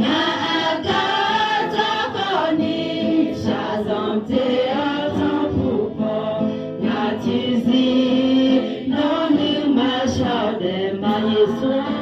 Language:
Akha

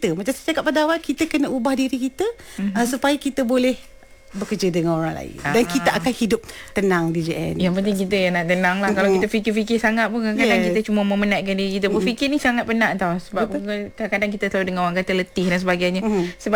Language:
Malay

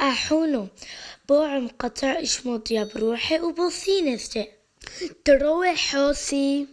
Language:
Turoyo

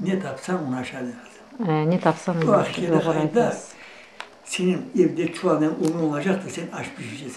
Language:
Crimean Tatar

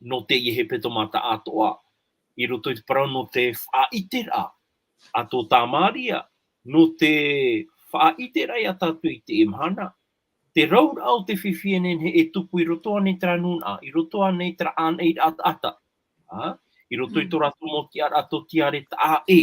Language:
Tahitian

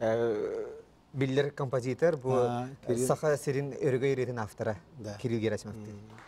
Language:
Yakut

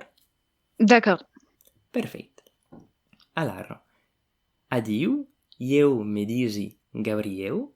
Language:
Occitan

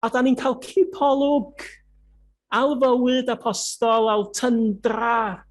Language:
Welsh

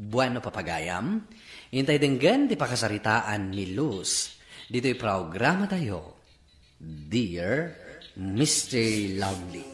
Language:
Iloko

